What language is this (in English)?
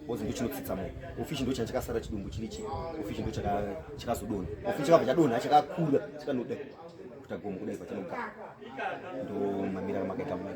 Shona